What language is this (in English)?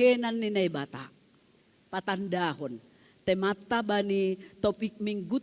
Batak Simalungun